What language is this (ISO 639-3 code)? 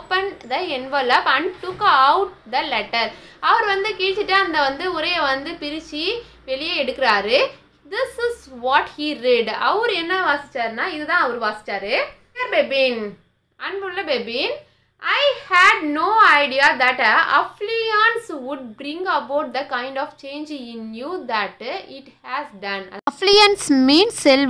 tam